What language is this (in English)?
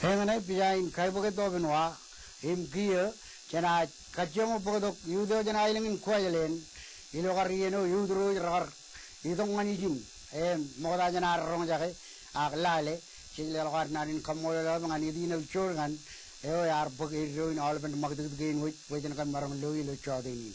Marshallese